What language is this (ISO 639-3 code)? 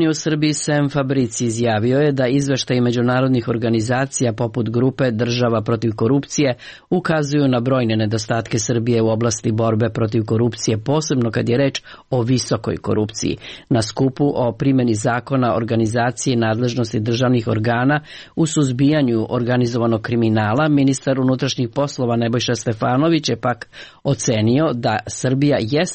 srp